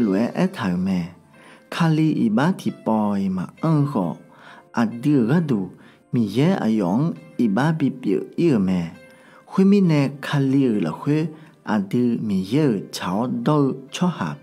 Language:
Akha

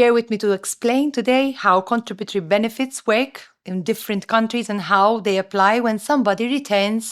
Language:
English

